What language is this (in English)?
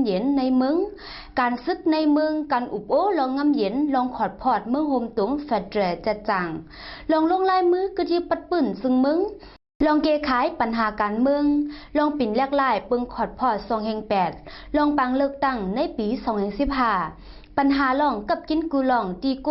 Shan